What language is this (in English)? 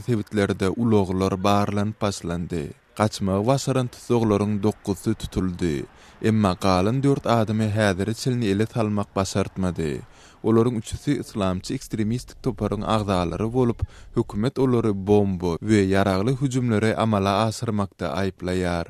Turkmen